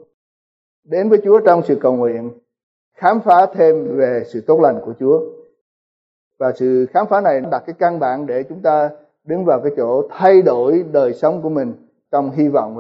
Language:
Vietnamese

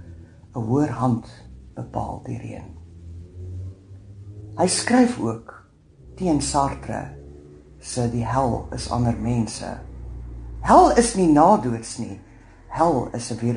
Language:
Afrikaans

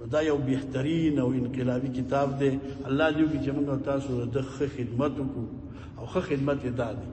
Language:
Pashto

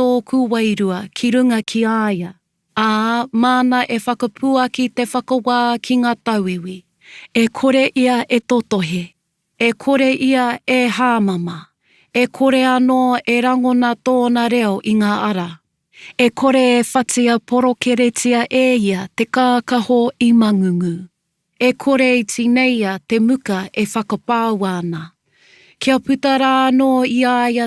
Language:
Māori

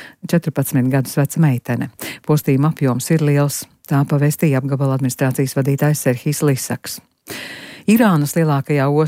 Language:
Latvian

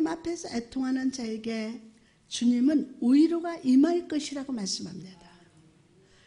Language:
Korean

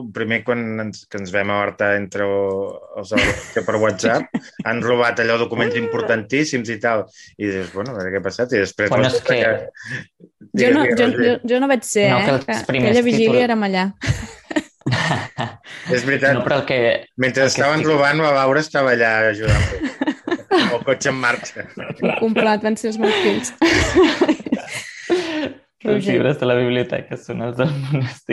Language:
Catalan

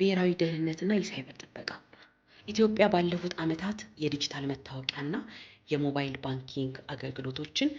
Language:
Amharic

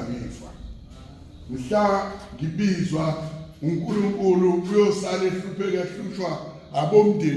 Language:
Zulu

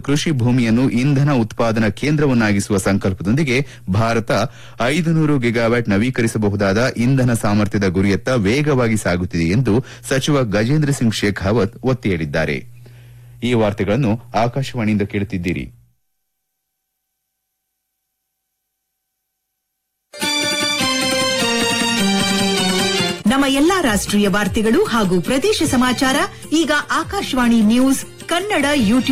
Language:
Kannada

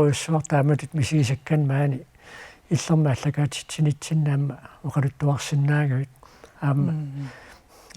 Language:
Kalaallisut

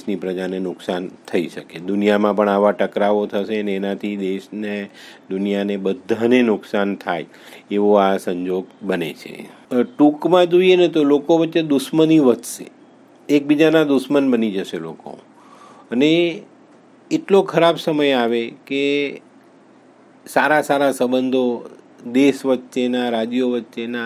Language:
Gujarati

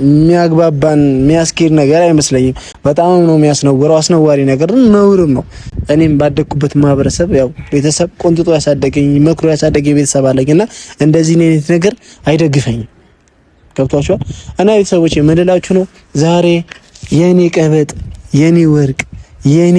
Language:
Amharic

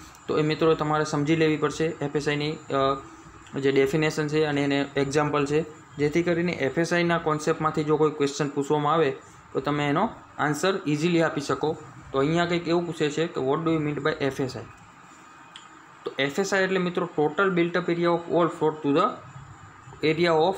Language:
Gujarati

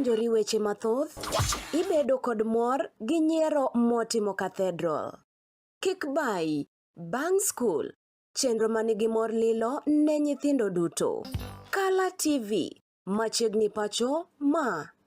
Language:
Luo (Kenya and Tanzania)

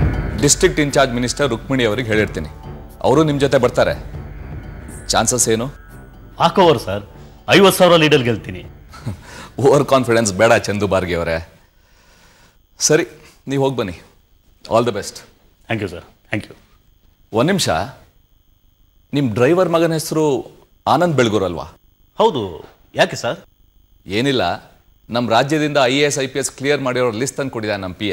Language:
Kannada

